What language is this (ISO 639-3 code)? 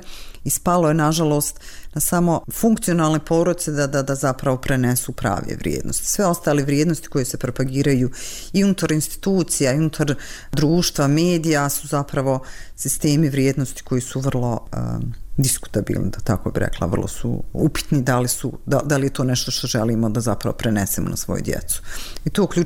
bos